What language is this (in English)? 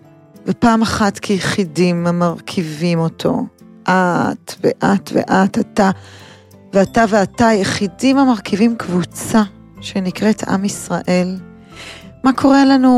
Hebrew